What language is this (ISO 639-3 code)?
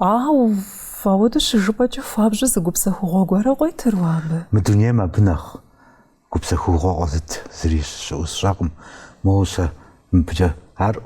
kbd